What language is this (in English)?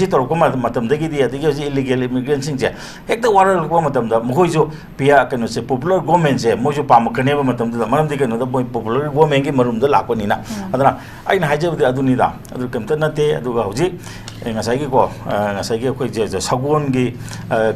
Manipuri